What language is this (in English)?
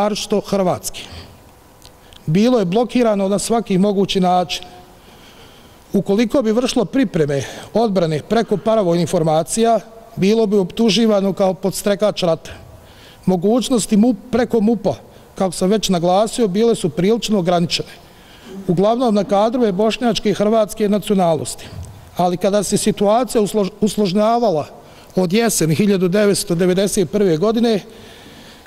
Bosnian